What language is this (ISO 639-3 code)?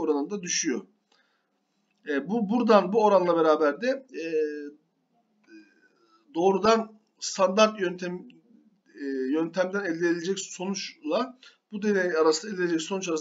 tur